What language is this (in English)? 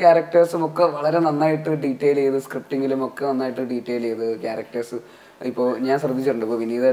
Malayalam